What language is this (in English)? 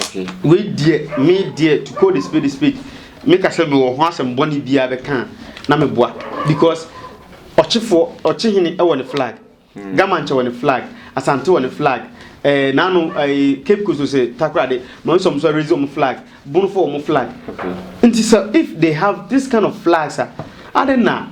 Akan